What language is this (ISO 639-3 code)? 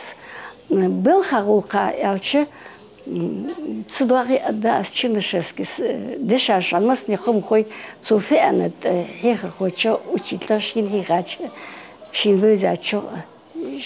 inh